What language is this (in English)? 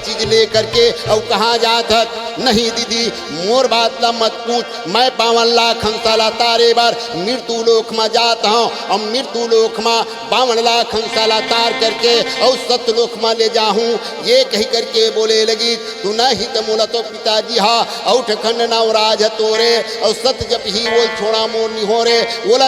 Chhattisgarhi